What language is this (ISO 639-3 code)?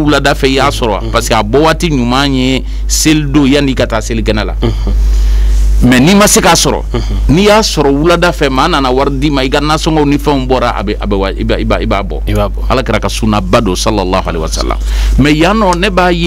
bam